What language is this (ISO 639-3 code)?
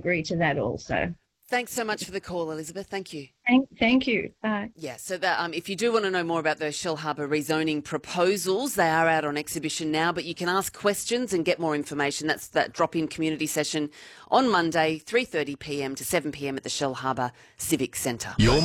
eng